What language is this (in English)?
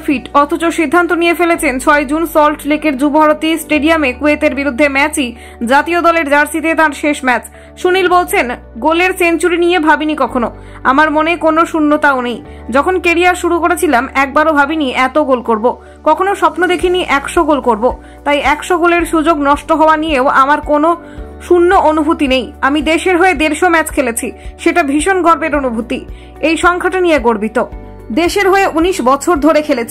Bangla